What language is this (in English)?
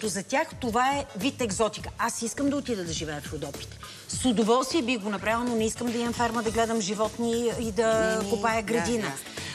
Bulgarian